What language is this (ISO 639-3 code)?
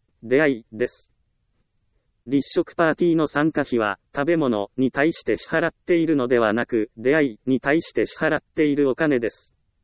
jpn